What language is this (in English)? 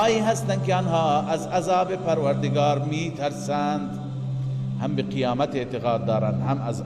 Persian